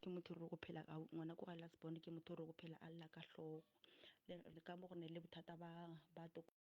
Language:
Northern Sotho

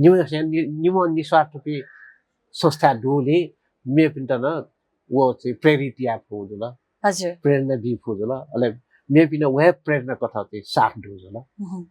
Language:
Newari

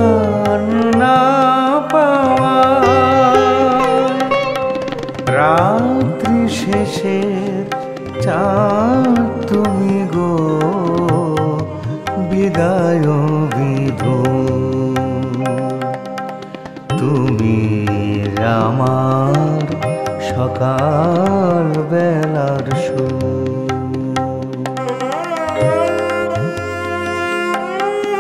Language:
Bangla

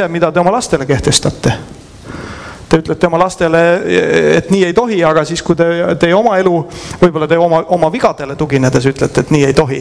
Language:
Estonian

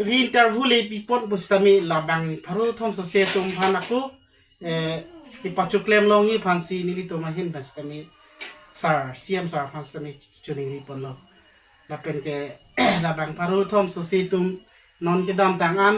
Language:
Karbi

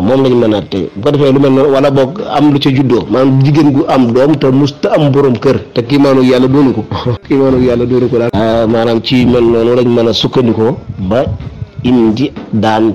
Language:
Wolof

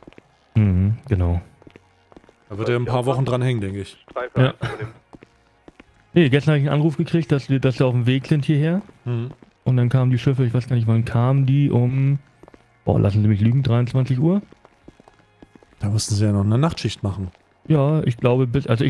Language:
German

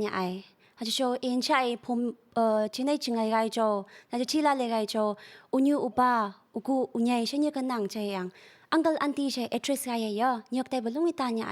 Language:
Phom Naga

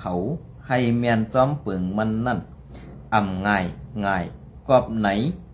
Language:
Shan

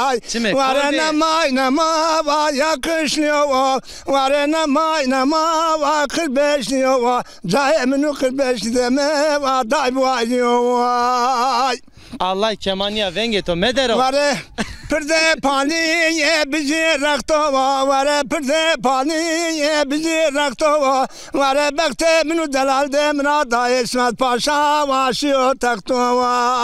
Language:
Zaza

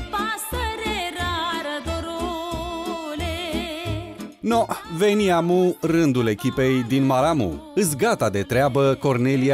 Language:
Romanian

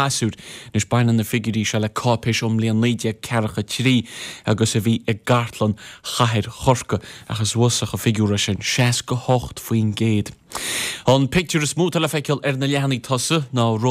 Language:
Irish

